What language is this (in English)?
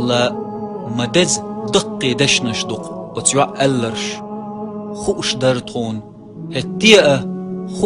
Chechen